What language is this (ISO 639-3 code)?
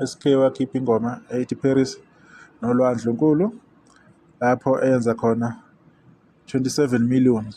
zul